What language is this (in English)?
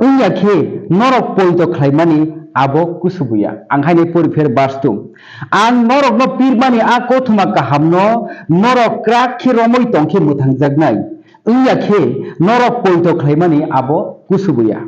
Kok Borok